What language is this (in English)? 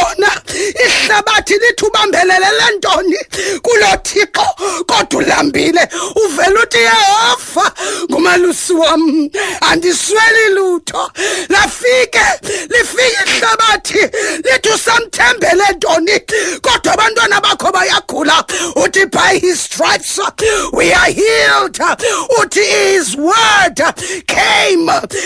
Xhosa